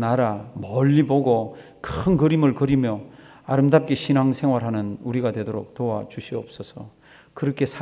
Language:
Korean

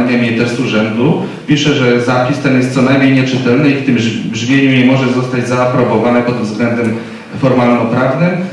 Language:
Polish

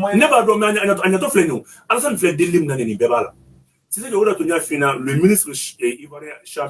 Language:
Bambara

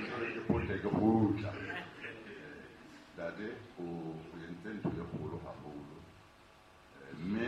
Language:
Southern Sotho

